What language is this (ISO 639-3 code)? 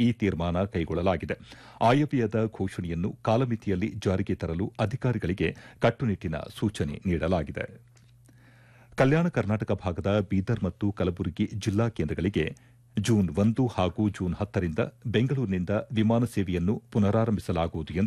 kan